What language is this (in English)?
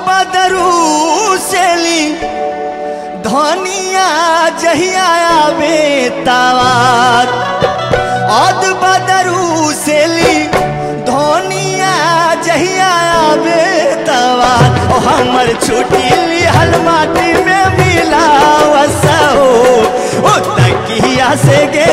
Bhojpuri